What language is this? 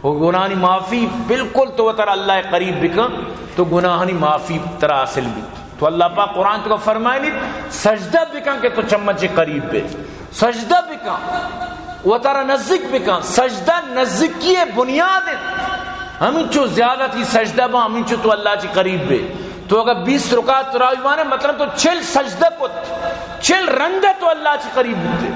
Eastern Balochi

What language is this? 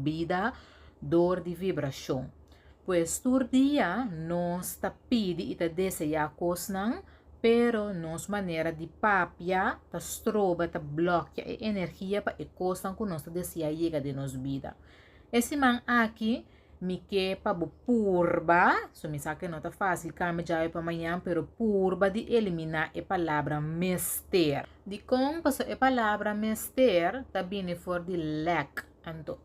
Papiamento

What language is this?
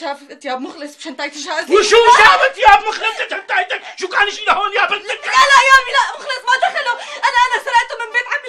North Levantine Arabic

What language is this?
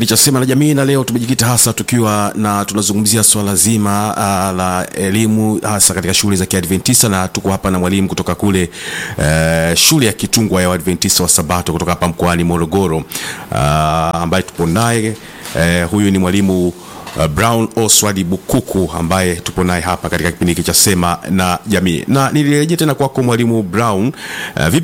Swahili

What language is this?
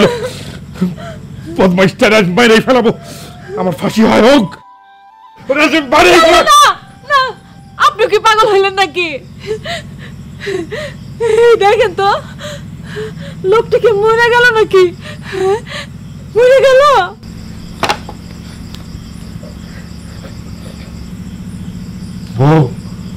Bangla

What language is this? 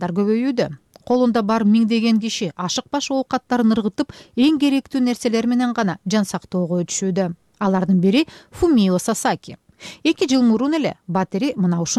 Kyrgyz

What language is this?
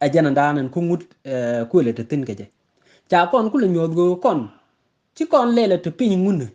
Nuer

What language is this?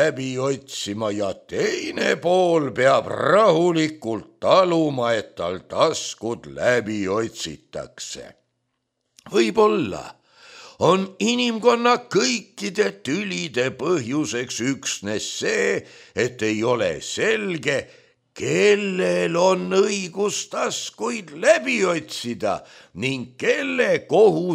Estonian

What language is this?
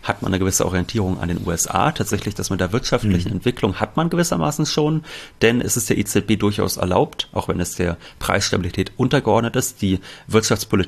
German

